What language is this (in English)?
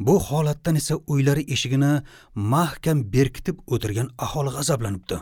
Uzbek